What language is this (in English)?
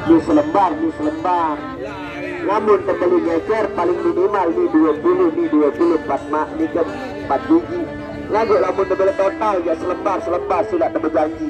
Sasak